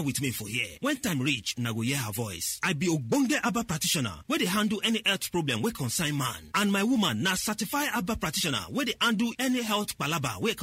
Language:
Nigerian Pidgin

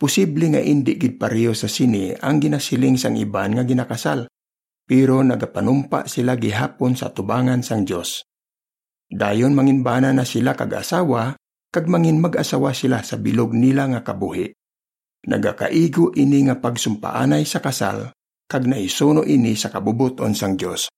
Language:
Hiligaynon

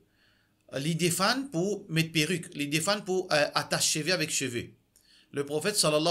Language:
Morisyen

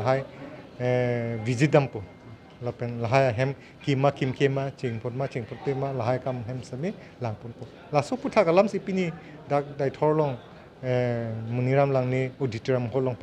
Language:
Karbi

